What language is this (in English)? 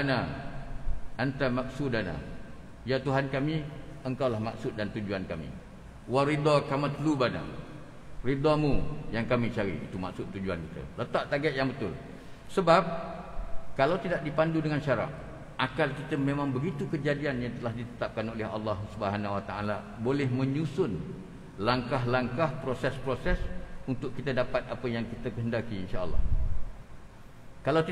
Malay